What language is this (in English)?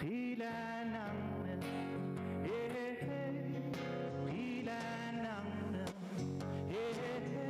Kalaallisut